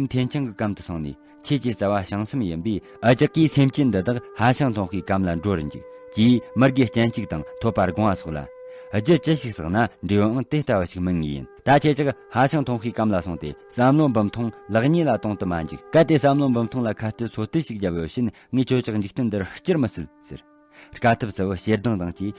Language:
Tibetan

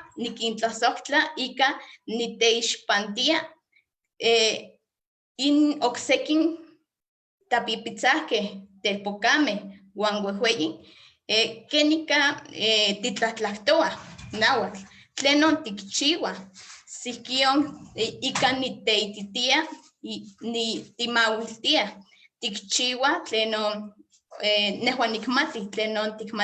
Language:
Eastern Huasteca Nahuatl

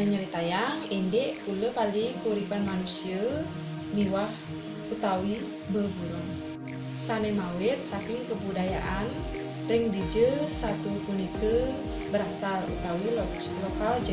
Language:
Balinese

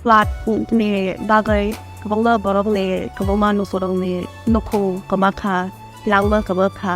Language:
Kok Borok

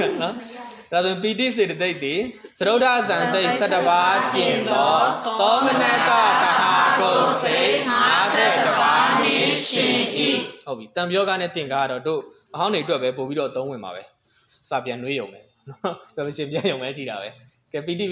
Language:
Burmese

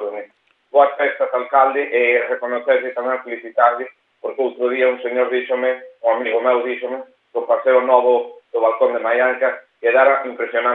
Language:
Galician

